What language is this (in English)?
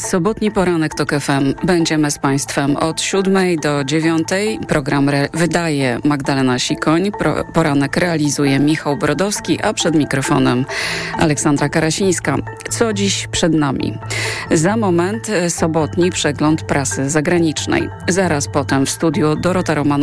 Polish